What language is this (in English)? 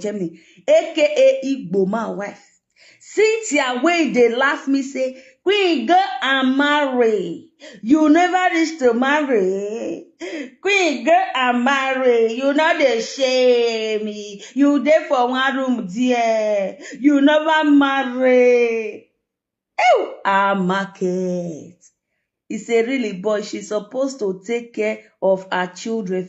Nigerian Pidgin